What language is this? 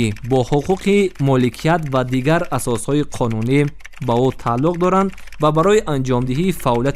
Tajik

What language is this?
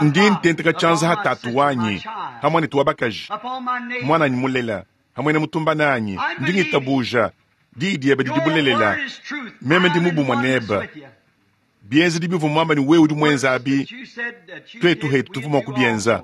Luba-Lulua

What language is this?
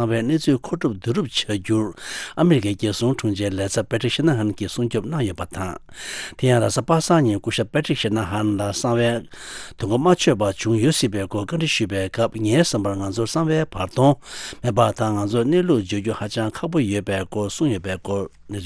Tibetan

